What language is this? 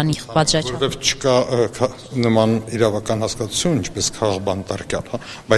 Armenian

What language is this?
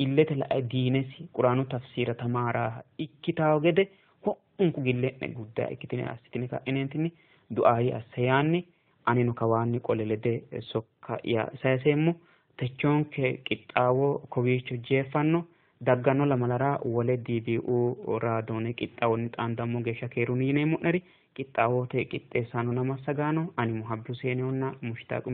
Sidamo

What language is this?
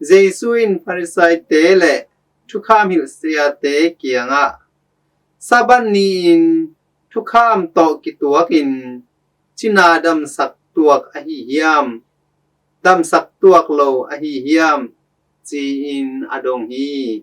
Tedim Chin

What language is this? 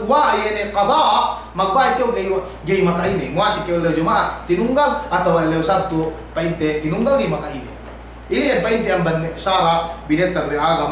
Yakan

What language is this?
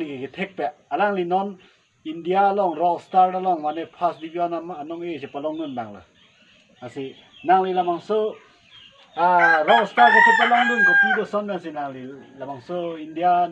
Karbi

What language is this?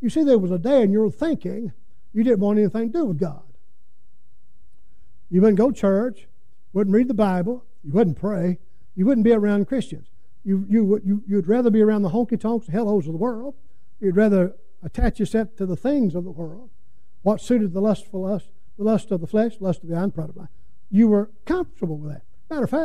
English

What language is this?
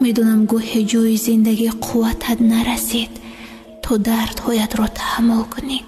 Tajik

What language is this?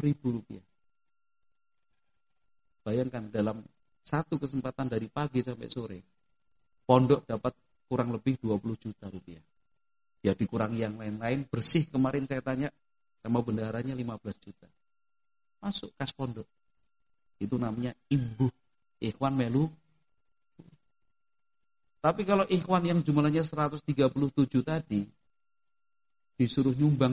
Indonesian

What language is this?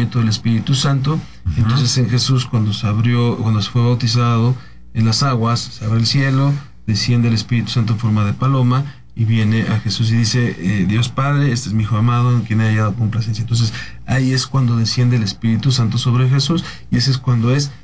Spanish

